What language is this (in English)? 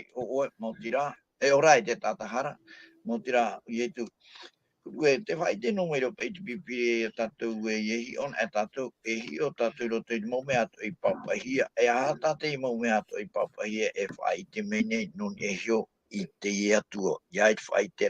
Tahitian